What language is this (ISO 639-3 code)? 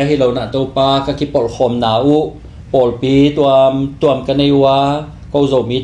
ctd